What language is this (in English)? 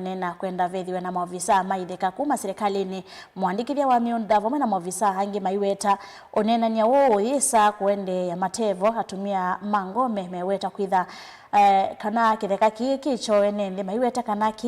Kamba